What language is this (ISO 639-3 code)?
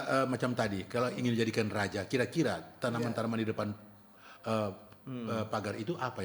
xmm